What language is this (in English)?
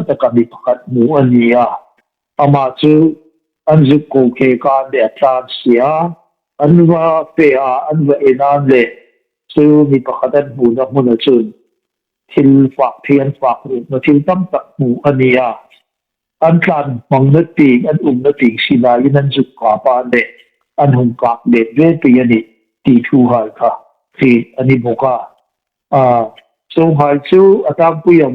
Hmar